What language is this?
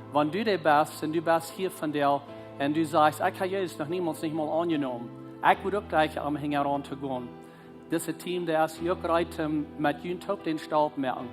Plautdietsch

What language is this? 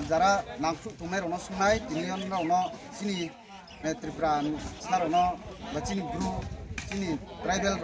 Riang (India)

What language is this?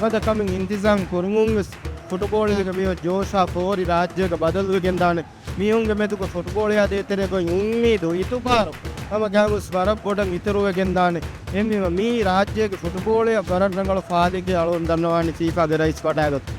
Divehi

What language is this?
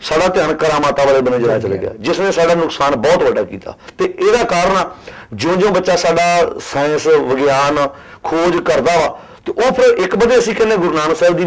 Punjabi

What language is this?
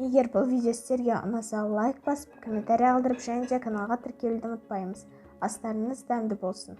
Kazakh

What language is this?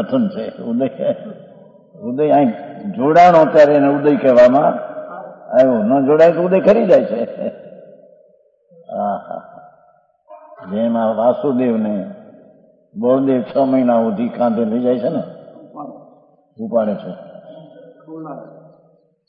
Gujarati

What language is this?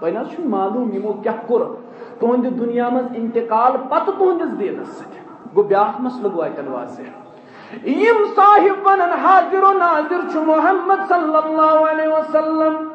Kashmiri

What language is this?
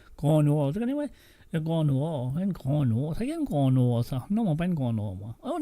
Morisyen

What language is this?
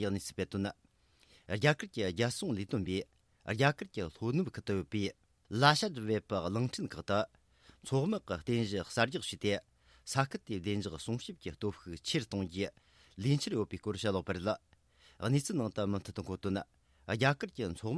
Tibetan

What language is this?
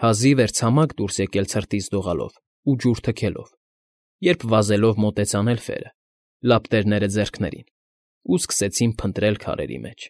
Armenian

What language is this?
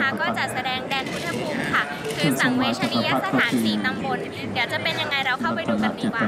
Thai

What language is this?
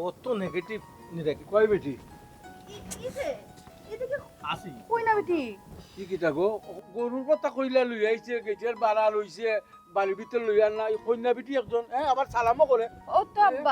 Sylheti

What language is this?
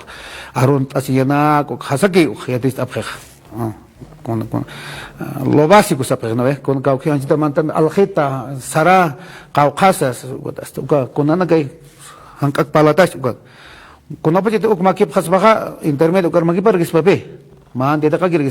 Aymara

